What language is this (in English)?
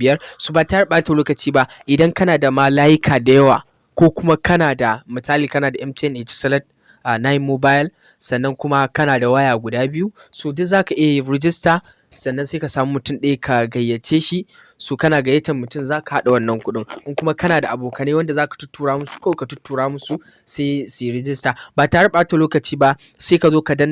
Hausa